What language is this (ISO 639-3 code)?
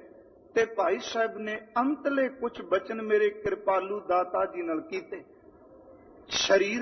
pan